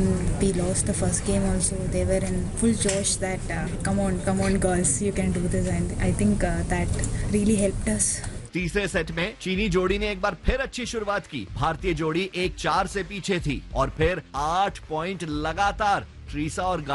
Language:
Hindi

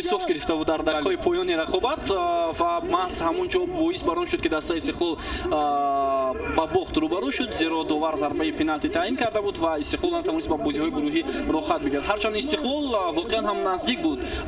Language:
Tajik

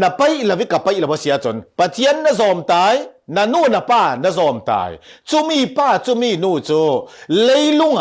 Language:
Falam Chin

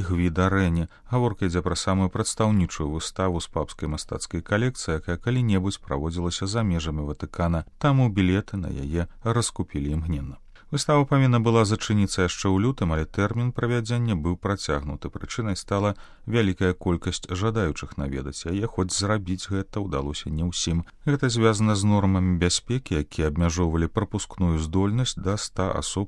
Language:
Belarusian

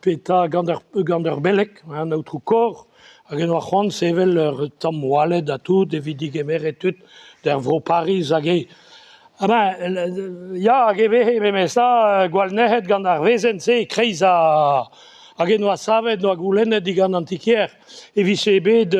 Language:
Breton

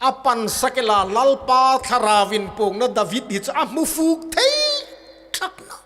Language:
Hmar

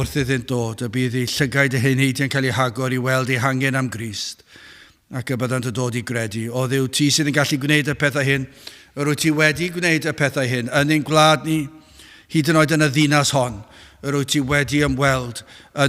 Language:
Welsh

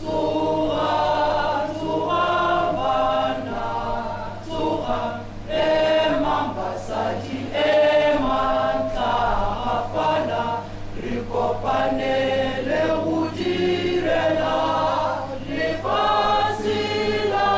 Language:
Tswana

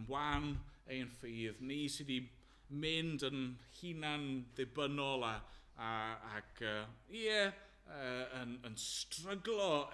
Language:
Welsh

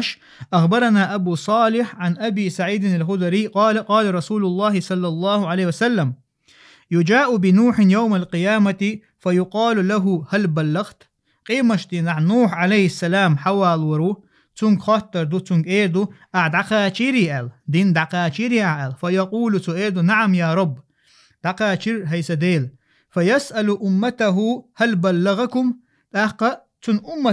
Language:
Chechen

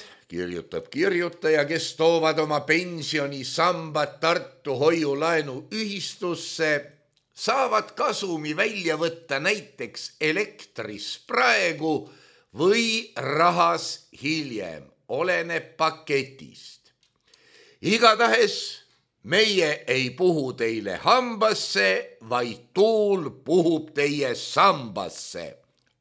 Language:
Estonian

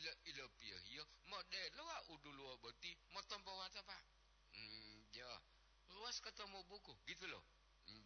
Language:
Gorontalo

